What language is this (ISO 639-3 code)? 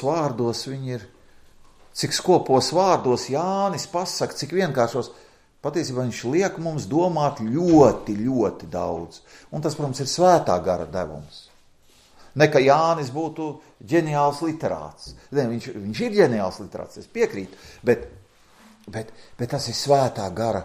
lav